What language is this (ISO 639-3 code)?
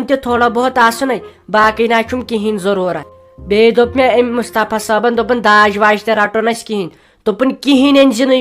kas